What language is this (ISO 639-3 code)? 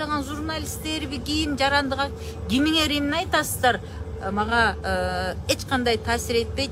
kir